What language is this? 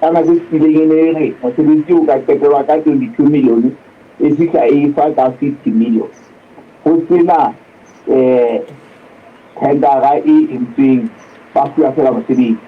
Southern Sotho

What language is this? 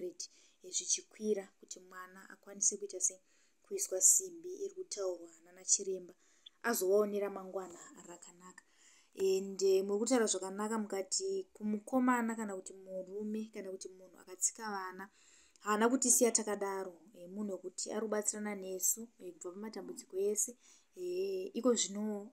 Shona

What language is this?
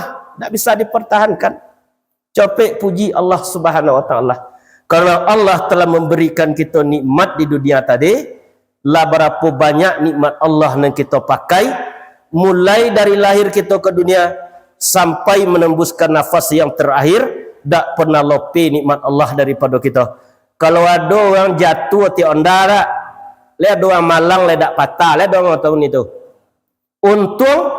Minangkabau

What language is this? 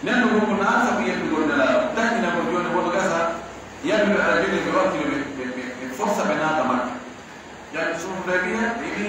Pular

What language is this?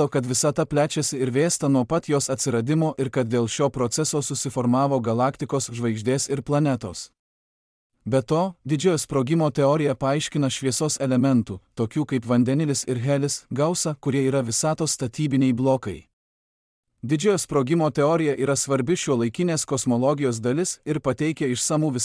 Lithuanian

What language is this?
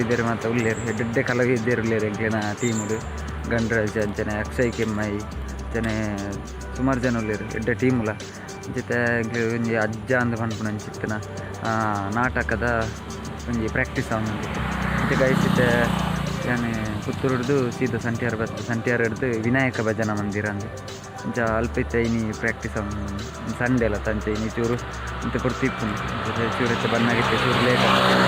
Tulu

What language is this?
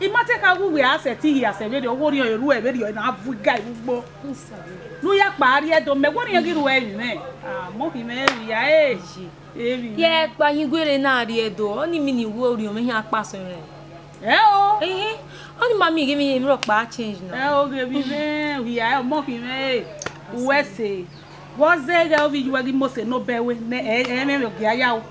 Bini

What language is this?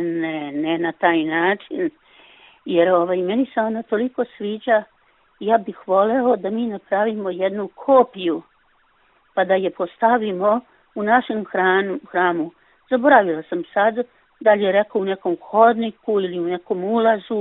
Serbian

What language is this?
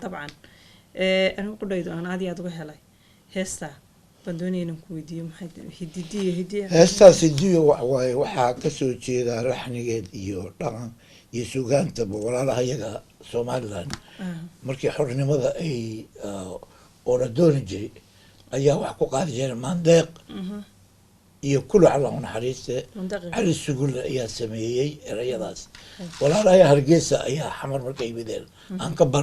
Somali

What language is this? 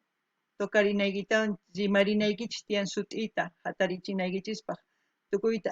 South Bolivian Quechua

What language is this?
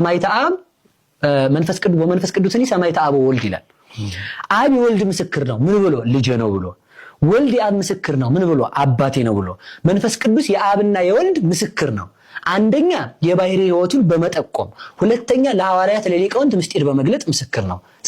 Amharic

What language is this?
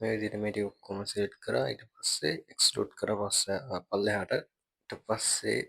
Sinhala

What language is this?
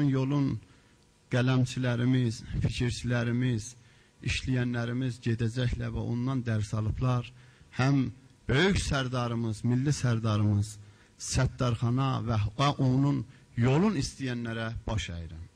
South Azerbaijani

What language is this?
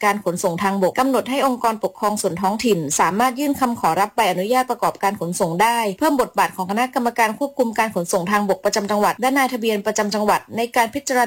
Thai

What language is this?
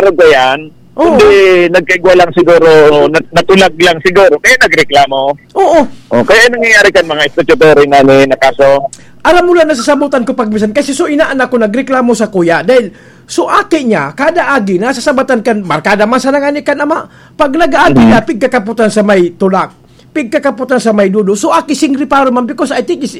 Bikol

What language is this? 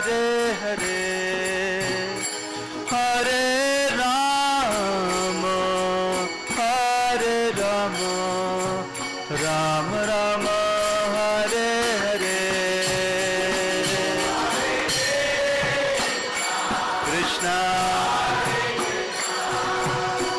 Hindi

